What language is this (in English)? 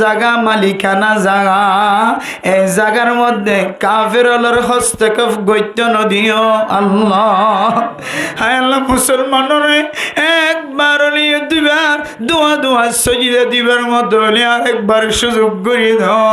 Rohingya